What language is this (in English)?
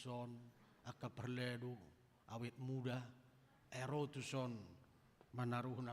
Batak Toba